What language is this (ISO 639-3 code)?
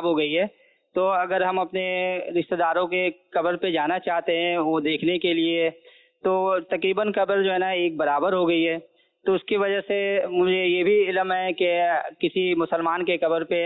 urd